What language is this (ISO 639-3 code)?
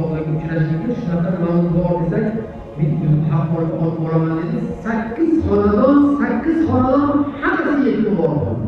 uzb